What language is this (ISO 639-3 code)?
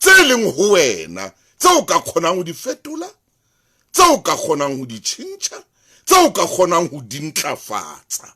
sot